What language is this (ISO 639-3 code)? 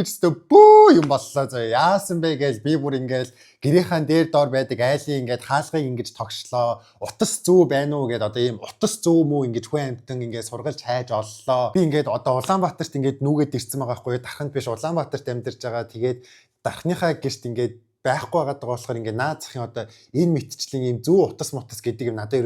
mon